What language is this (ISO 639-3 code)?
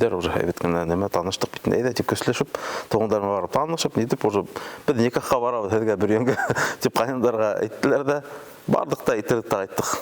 bak